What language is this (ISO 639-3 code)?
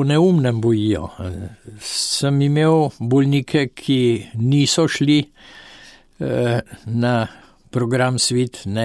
slv